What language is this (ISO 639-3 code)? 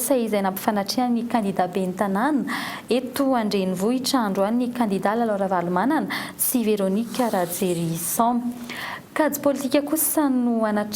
mlg